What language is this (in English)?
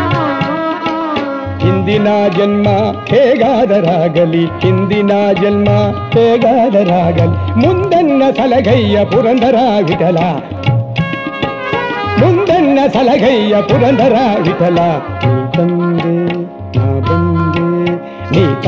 Kannada